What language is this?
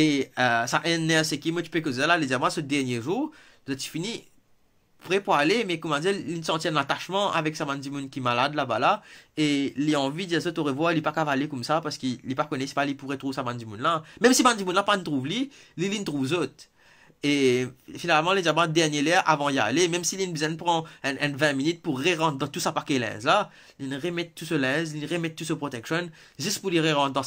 Morisyen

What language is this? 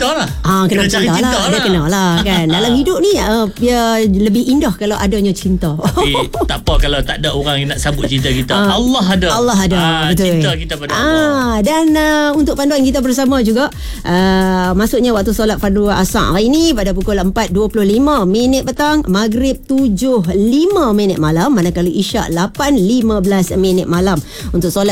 Malay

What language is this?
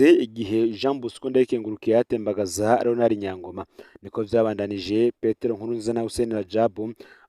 Rundi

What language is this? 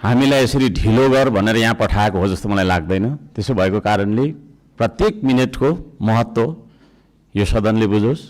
Nepali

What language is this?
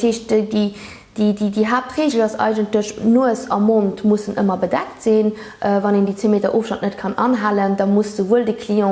Luxembourgish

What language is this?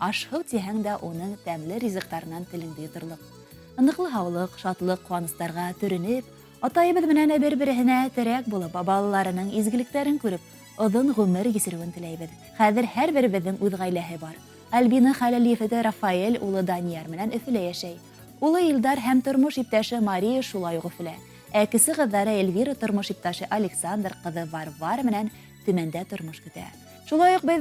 Bashkir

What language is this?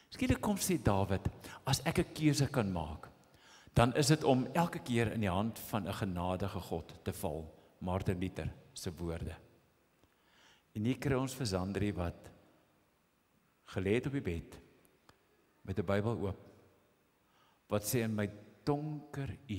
Afrikaans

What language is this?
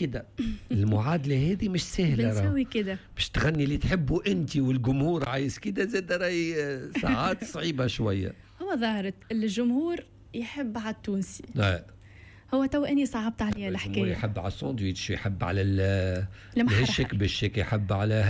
Tunisian Arabic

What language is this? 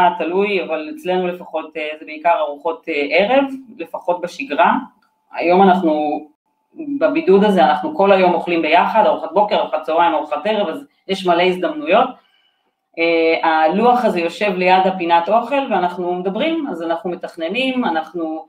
Hebrew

